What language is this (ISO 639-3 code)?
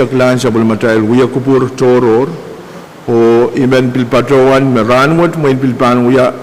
pon